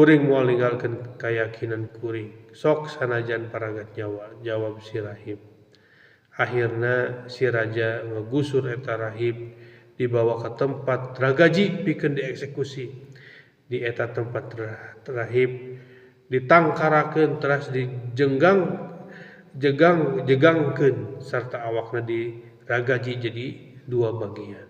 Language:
Sundanese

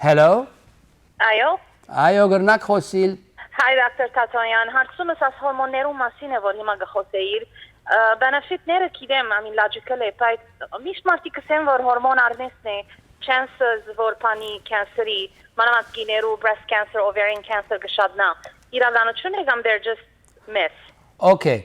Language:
Western Armenian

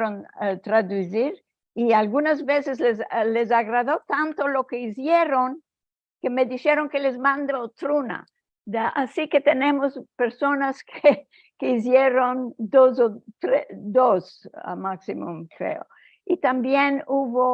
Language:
Ladino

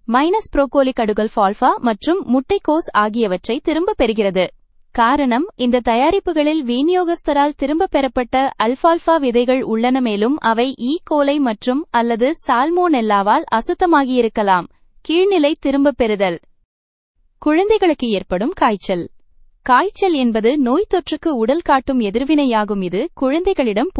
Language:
Tamil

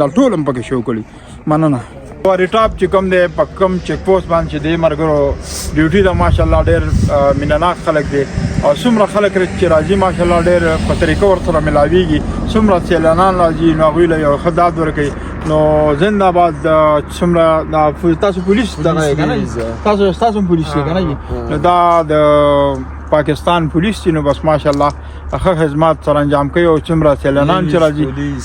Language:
Pashto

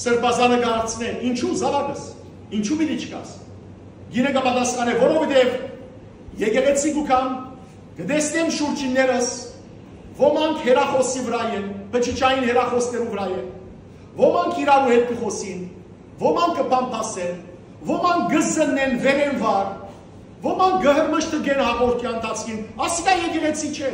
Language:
Western Armenian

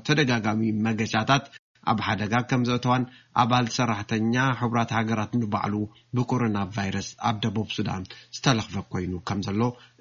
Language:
Tigrinya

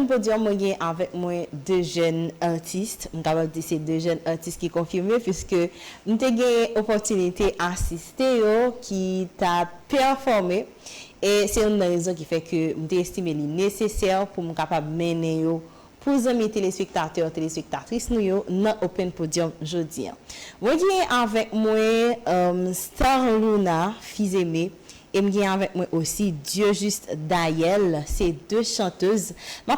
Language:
Haitian Creole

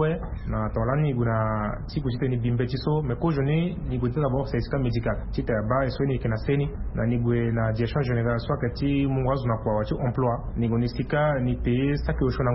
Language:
Sango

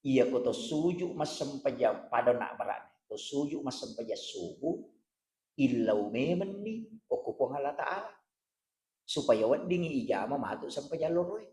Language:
Buginese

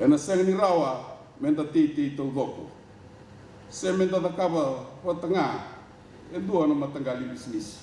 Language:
Fijian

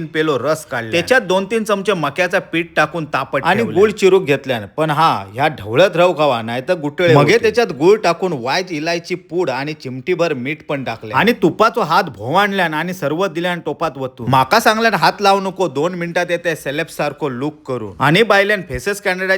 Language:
Konkani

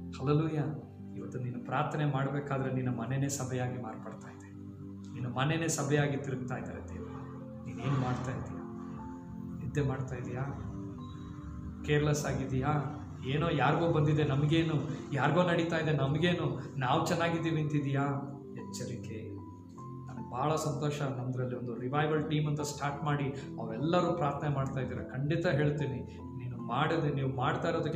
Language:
Kannada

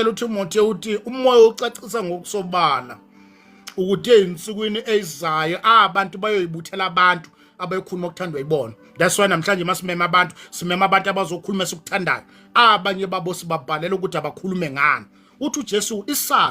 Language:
Zulu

